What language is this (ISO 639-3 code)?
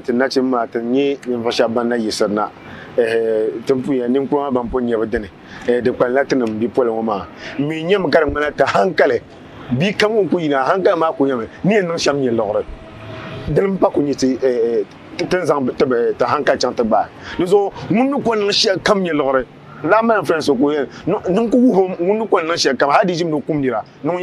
dag